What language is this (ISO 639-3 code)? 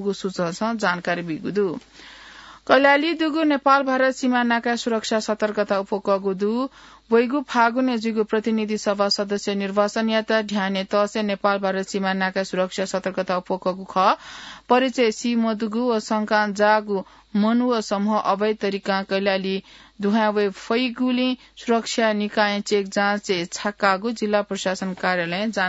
new